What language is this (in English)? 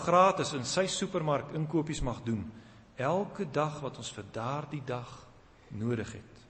Afrikaans